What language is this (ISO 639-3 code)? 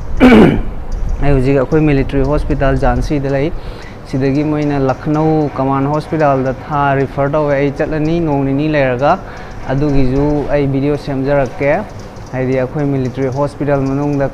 mni